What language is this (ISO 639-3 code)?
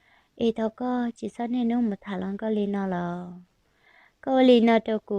hmn